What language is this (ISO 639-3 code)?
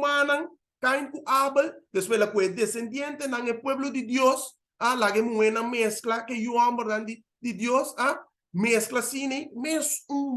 pap